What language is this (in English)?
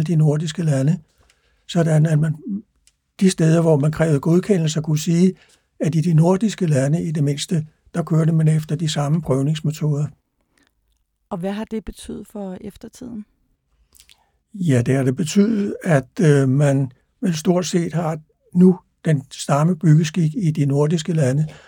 Danish